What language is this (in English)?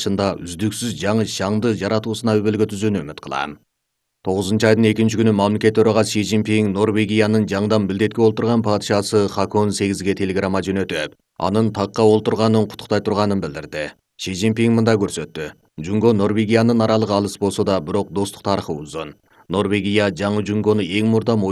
Kyrgyz